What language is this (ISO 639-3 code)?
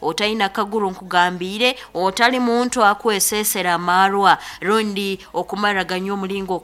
nyn